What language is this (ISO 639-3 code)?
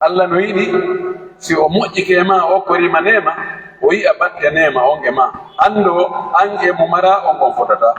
fuf